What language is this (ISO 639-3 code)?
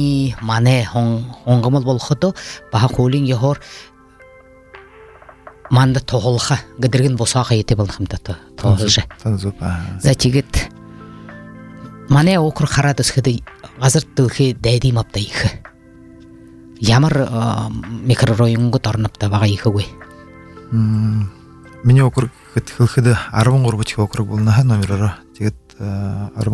bua